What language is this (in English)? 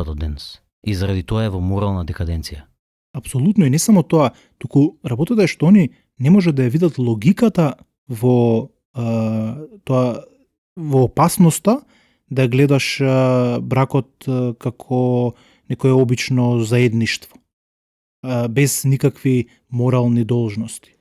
Macedonian